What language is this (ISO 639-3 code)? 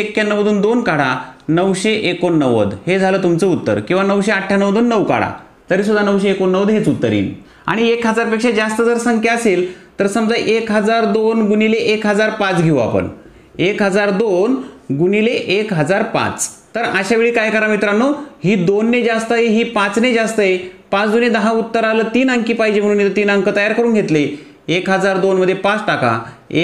mar